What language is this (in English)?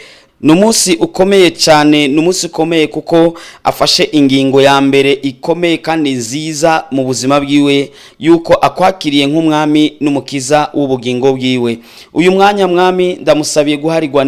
Rundi